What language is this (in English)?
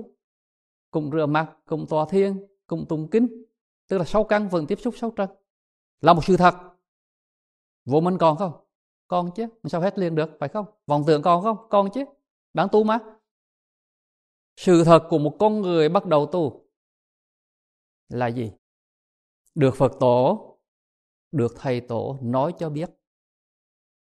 Vietnamese